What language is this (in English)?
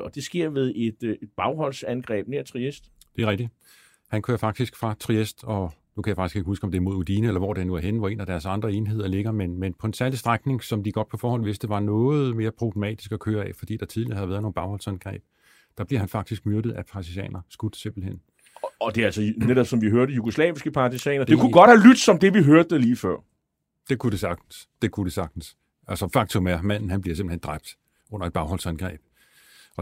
Danish